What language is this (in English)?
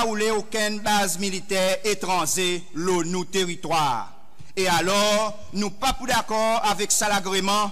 Seselwa Creole French